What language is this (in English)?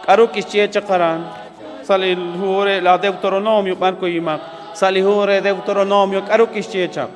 Kekchí